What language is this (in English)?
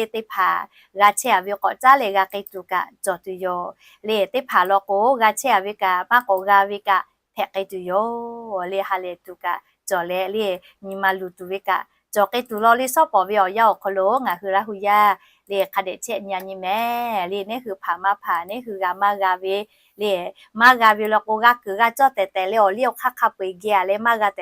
Lahu